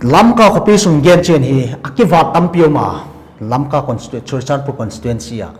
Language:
Paite Chin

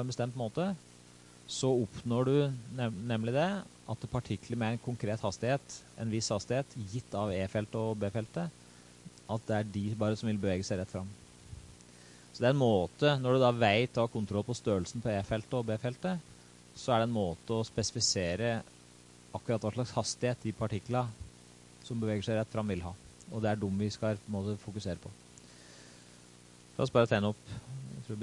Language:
Norwegian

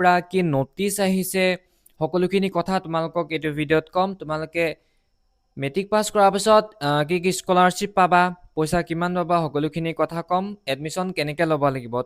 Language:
Assamese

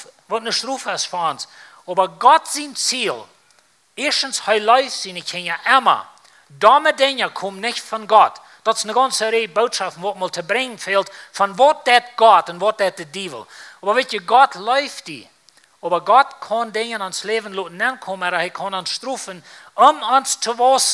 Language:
Plautdietsch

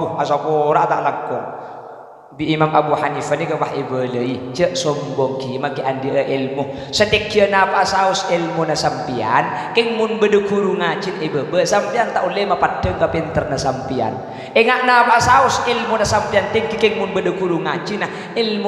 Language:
Madurese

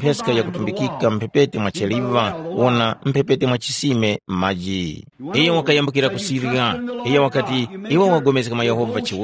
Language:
Tumbuka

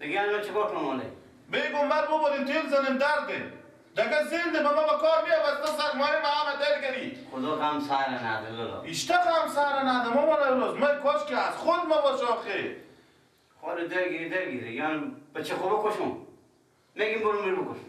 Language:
Persian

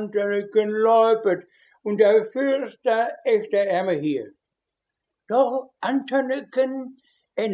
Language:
Westphalien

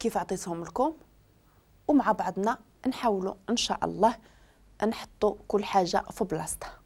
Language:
Moroccan Arabic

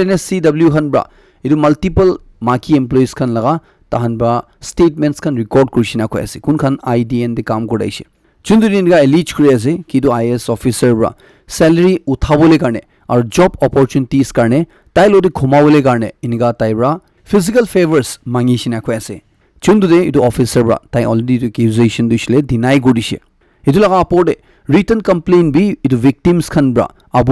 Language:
Naga Pidgin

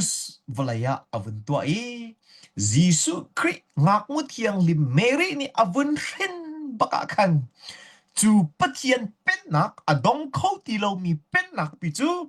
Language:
Hakha Chin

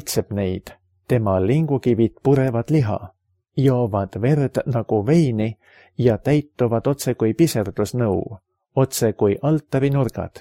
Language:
Estonian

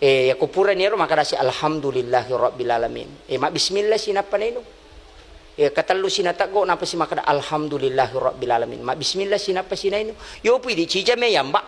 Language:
Buginese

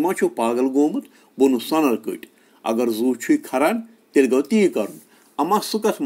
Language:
Kashmiri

